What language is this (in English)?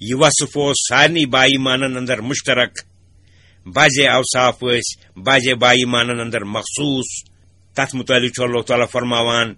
Kashmiri